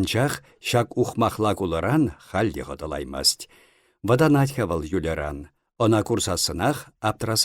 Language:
Chuvash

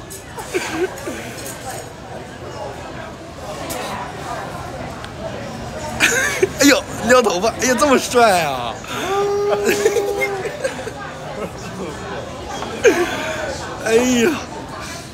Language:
Chinese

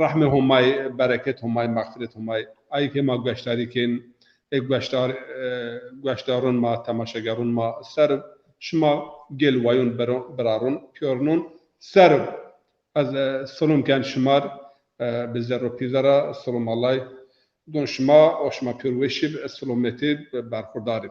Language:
Zaza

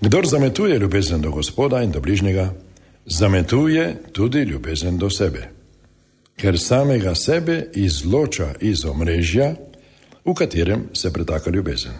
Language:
Slovenian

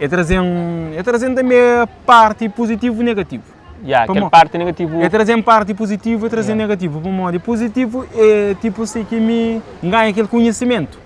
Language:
Kabuverdianu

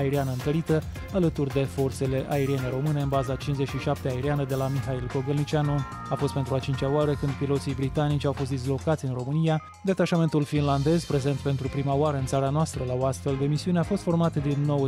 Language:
Romanian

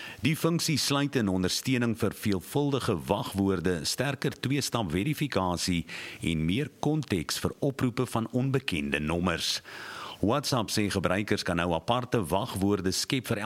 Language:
Afrikaans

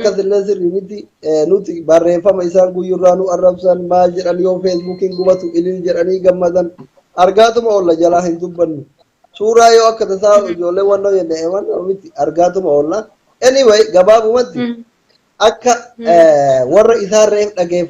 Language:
Oromo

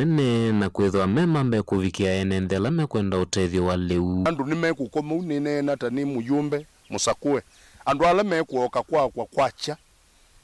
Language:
Kamba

